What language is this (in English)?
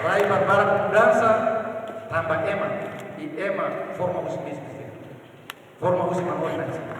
Tetum